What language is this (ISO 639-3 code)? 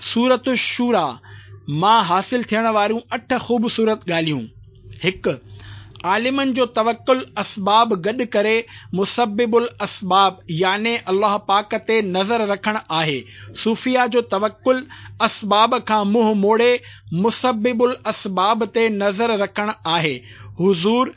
snd